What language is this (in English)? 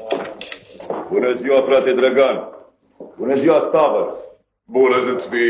Romanian